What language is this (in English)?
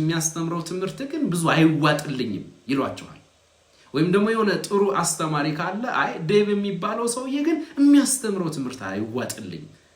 Amharic